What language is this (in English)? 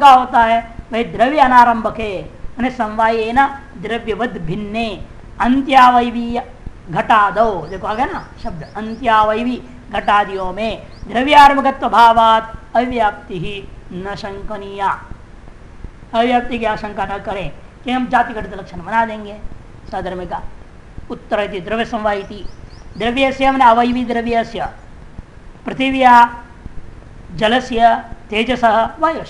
Hindi